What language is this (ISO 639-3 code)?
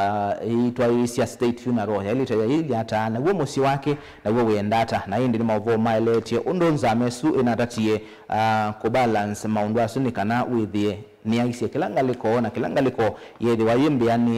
kam